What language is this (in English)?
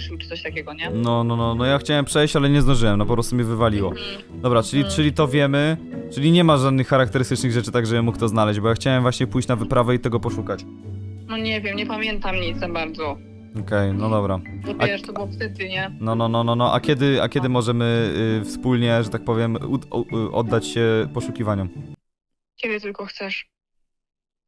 Polish